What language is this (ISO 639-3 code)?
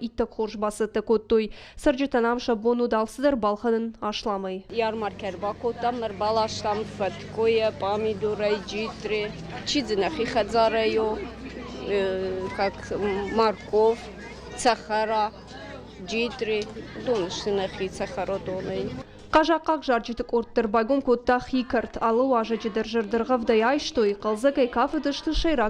oss